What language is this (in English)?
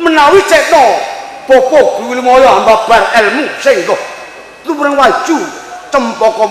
Javanese